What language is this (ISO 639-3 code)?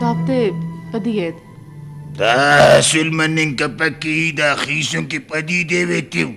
brh